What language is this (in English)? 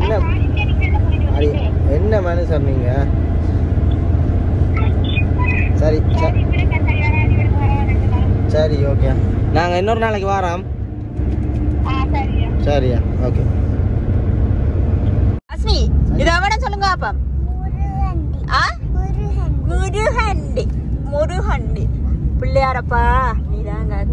Tamil